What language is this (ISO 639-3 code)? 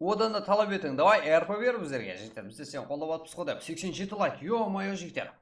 kaa